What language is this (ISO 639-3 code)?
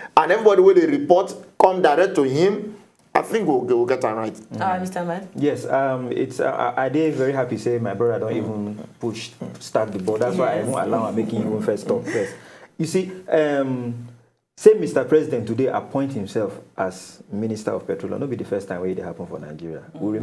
pcm